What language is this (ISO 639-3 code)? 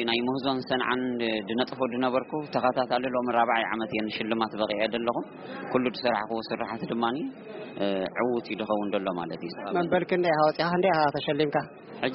tir